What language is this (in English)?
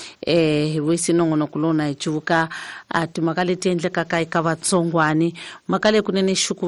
Tsonga